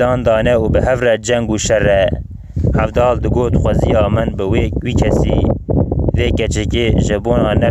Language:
Kurdish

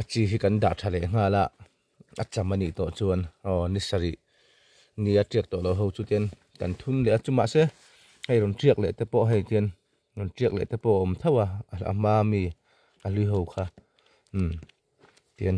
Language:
Mizo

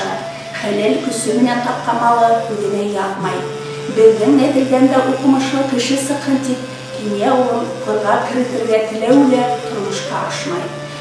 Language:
Bashkir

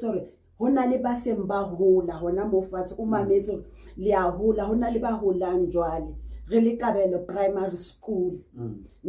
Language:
Southern Sotho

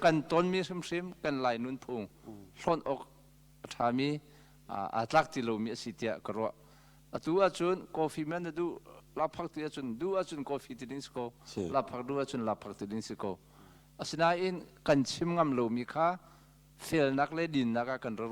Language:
Hakha Chin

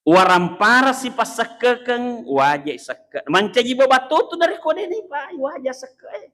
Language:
Buginese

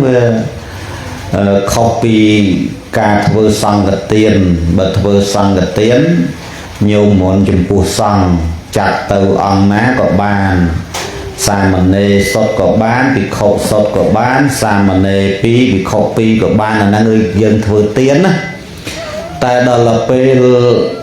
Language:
Khmer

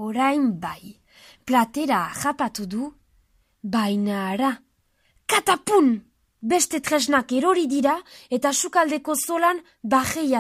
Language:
Basque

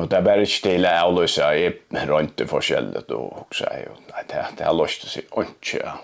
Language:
Faroese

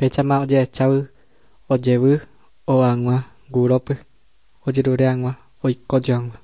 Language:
Guarani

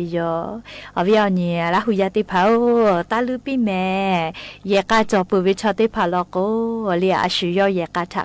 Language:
Lahu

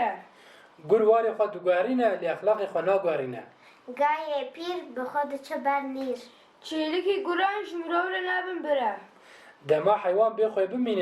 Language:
Kurdish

